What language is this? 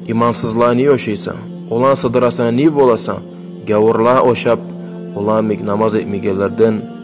Kumyk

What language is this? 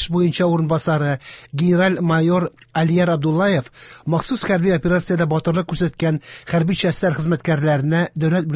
Tatar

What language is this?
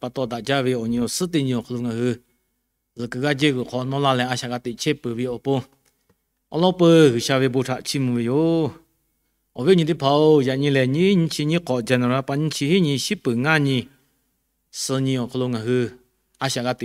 Lahu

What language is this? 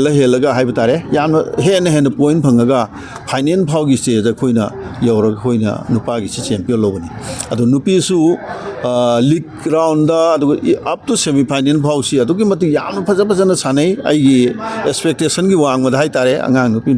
Manipuri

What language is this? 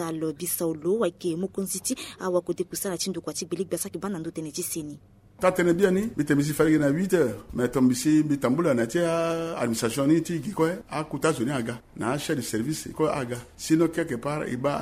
Sango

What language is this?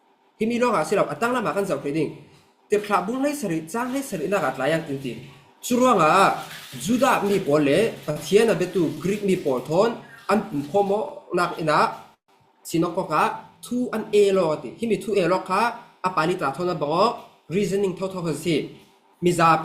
Falam Chin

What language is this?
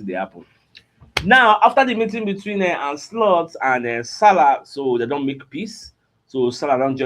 Nigerian Pidgin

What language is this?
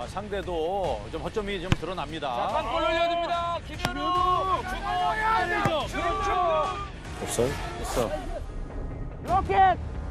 Korean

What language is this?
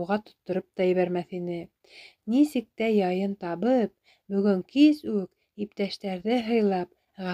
Bashkir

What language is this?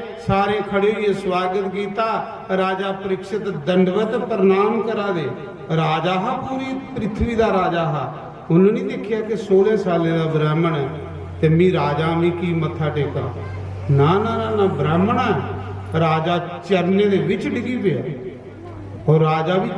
Dogri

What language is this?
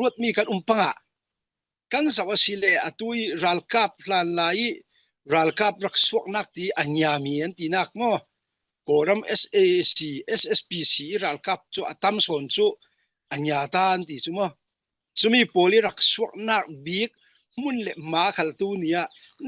Falam Chin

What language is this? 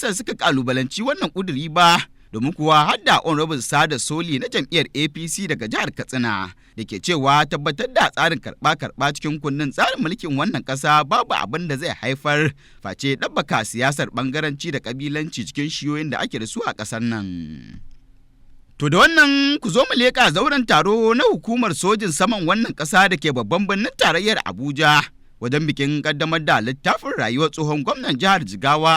Hausa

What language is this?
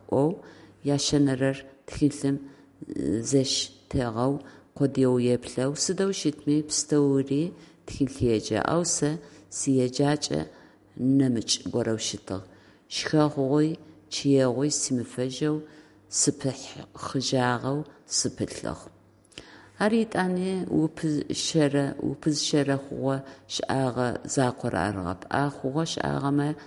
Adyghe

